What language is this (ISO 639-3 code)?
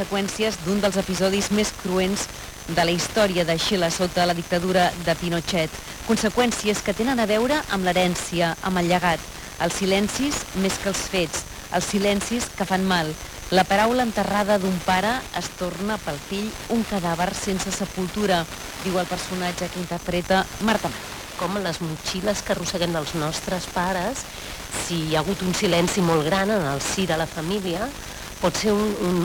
cat